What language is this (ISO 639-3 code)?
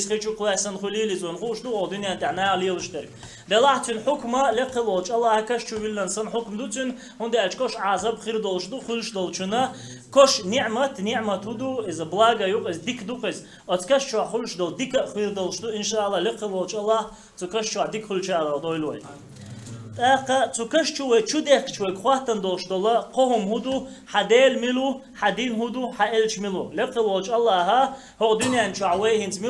che